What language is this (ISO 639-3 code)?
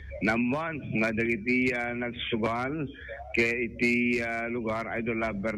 ilo